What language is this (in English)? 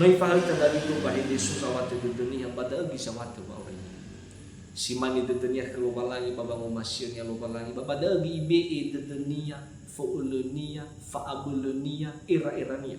Nias